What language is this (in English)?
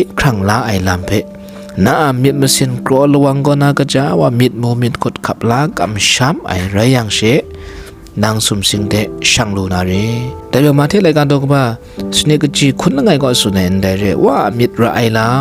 Kachin